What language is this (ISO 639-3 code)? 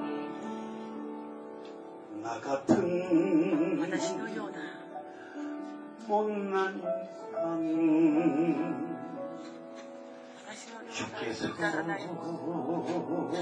kor